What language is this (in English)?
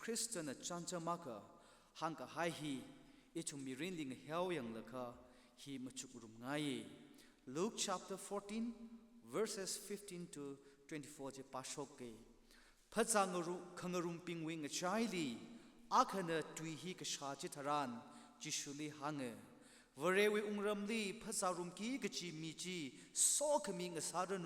Tangkhul Naga (India)